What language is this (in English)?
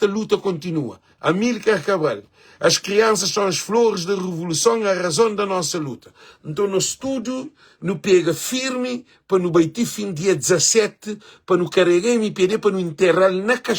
Kabuverdianu